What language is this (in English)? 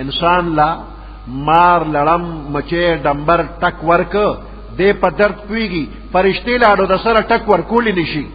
Pashto